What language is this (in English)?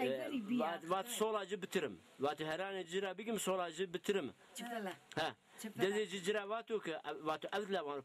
Zaza